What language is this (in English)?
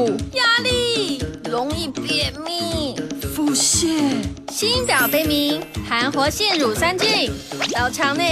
Chinese